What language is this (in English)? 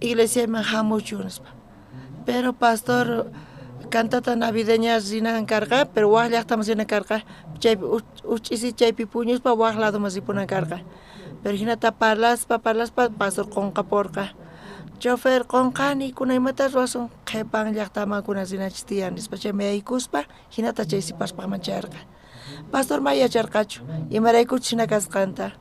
South Bolivian Quechua